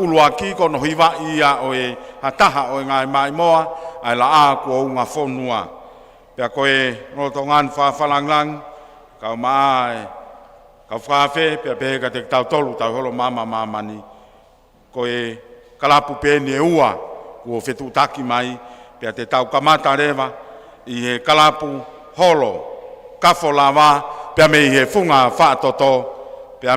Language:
Tongan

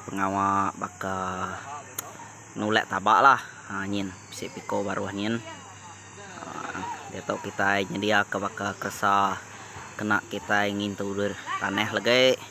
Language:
Iban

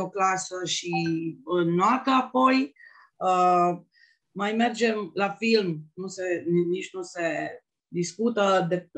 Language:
Romanian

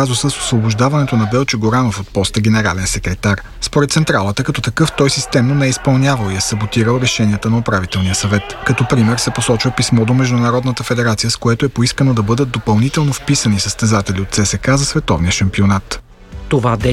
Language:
Bulgarian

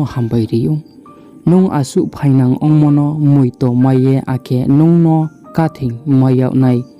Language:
Riang (India)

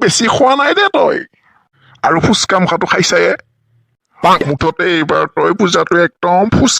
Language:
Assamese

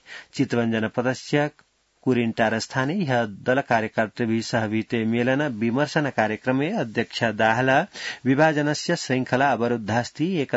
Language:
Sanskrit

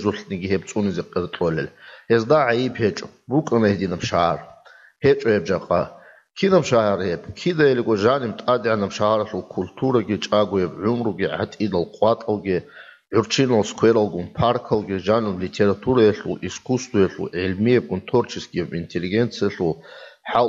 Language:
Avaric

